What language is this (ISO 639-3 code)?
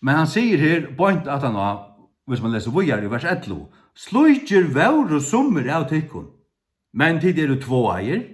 fao